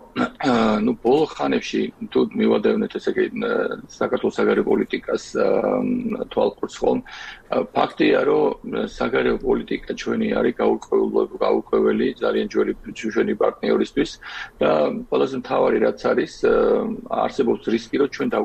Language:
Georgian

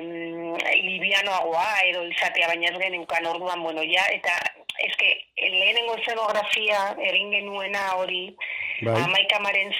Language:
Basque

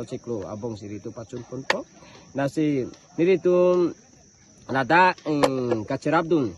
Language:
Karbi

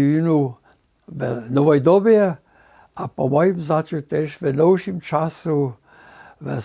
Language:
Upper Sorbian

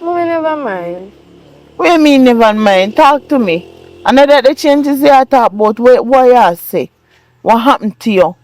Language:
Jamaican Creole English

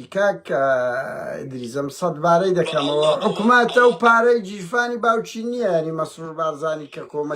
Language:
Central Kurdish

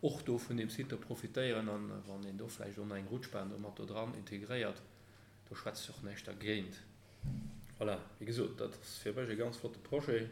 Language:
Luxembourgish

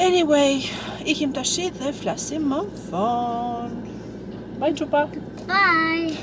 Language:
Albanian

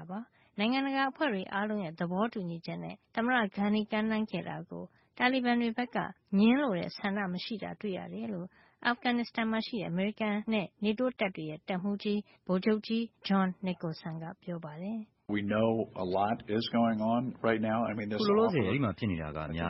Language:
Burmese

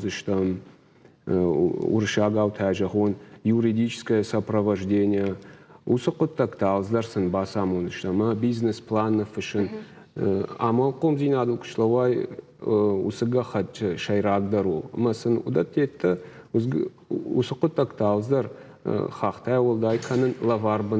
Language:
Ossetic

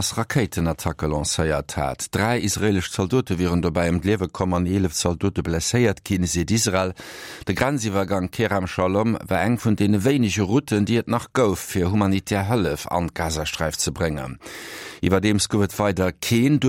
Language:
Luxembourgish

